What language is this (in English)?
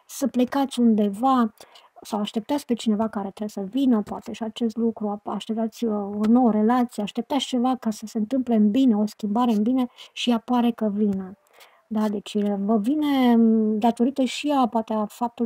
Romanian